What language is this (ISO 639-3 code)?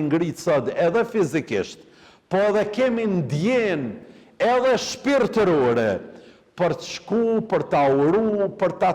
sqi